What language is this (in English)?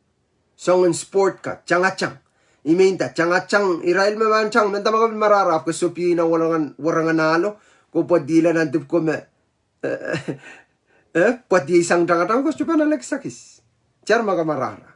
Pohnpeian